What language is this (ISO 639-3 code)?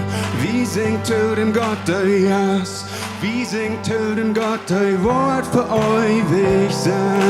pdt